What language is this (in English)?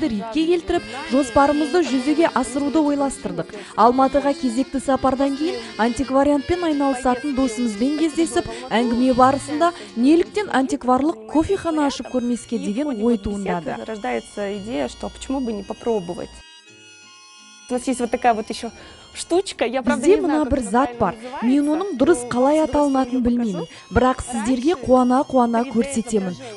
Kazakh